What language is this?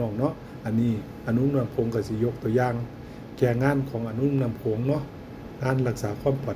Northeastern Thai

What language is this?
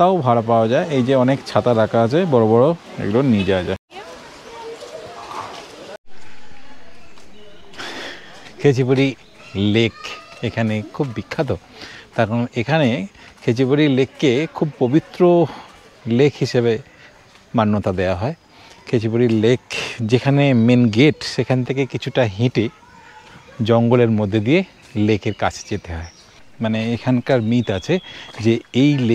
Bangla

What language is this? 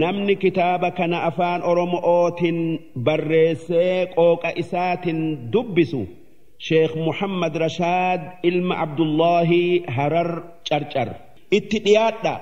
Oromo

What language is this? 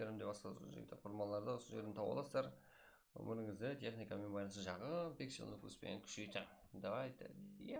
Kara-Kalpak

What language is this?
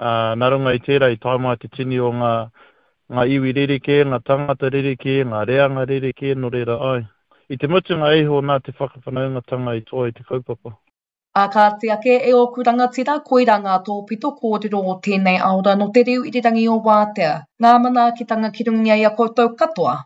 Māori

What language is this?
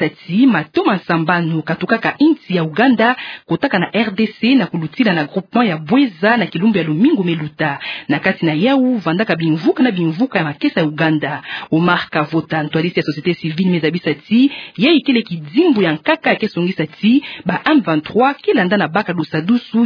Kituba (Democratic Republic of Congo)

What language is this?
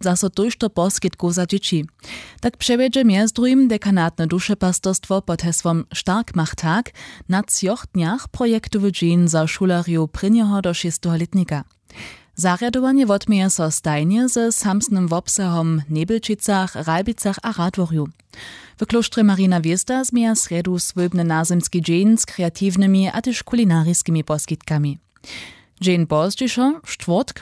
Upper Sorbian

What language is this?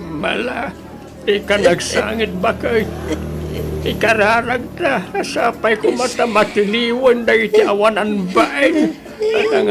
Iloko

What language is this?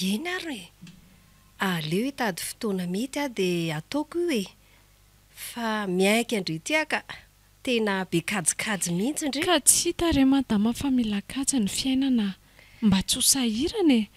Malagasy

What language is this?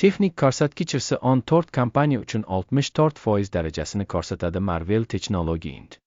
Uzbek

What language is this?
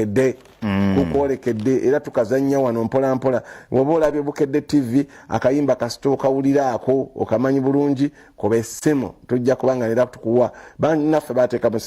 Ganda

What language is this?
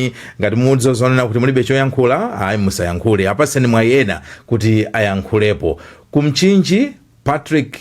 Nyanja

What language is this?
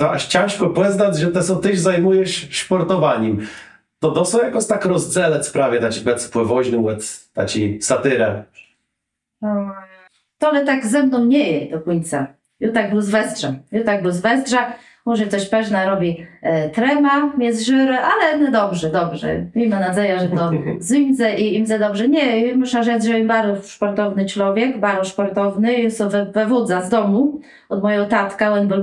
Kashubian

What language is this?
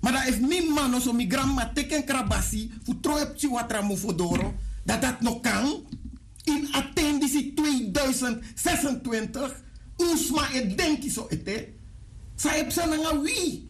Sranan Tongo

